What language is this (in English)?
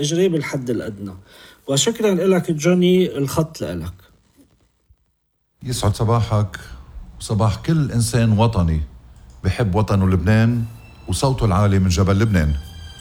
North Levantine Arabic